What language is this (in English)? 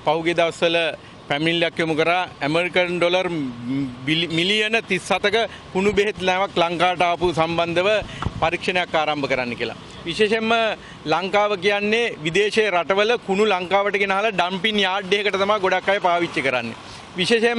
Sinhala